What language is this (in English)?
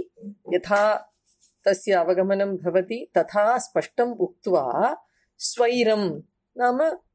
Sanskrit